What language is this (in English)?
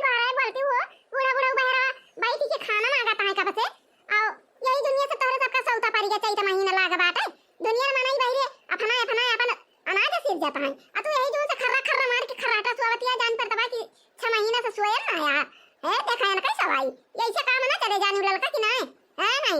Awadhi